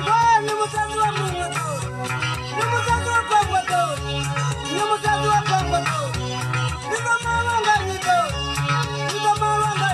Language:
Venda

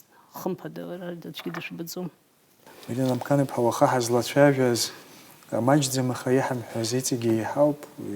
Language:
Abkhazian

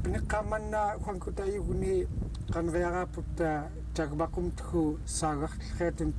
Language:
Central Yupik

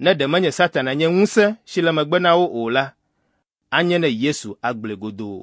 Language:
Ewe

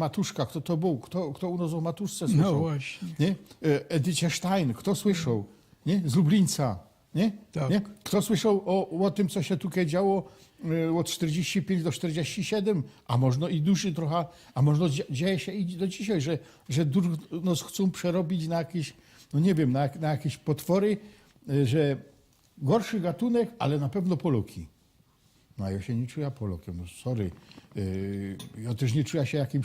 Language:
Silesian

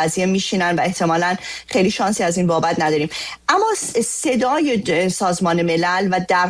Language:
Persian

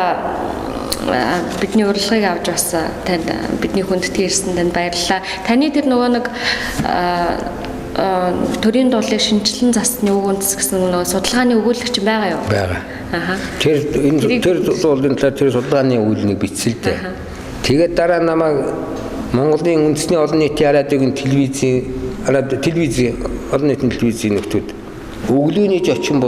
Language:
Mongolian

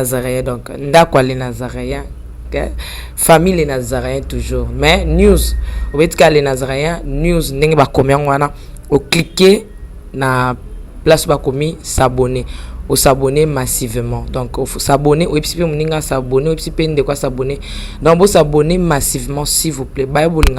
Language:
Lingala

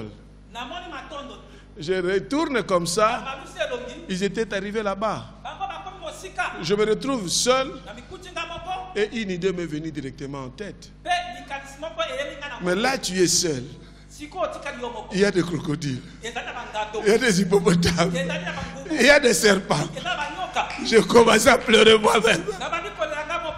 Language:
French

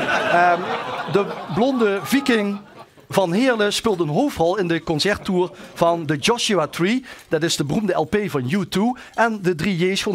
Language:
Limburgish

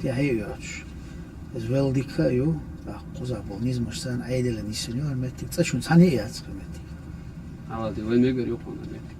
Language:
Chechen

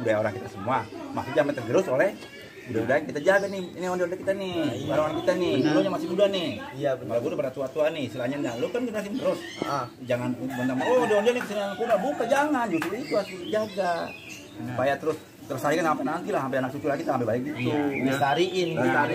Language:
Betawi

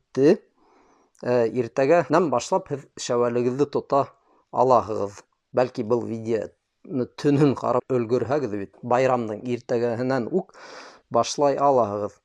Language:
Bashkir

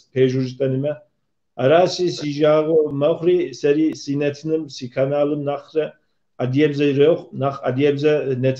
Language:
Kabardian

